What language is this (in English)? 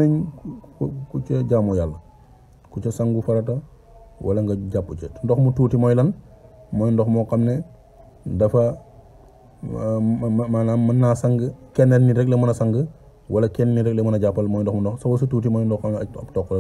Wolof